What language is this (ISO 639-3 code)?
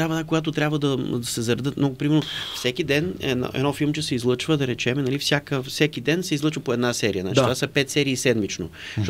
bul